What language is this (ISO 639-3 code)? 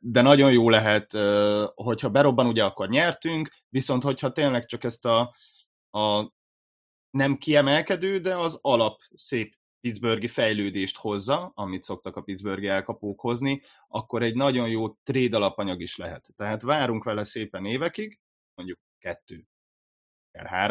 hun